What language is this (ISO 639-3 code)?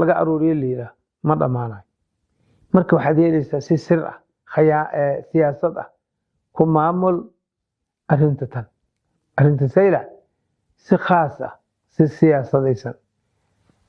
som